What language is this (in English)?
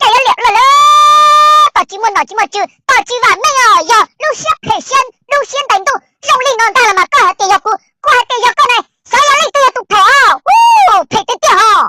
Hmong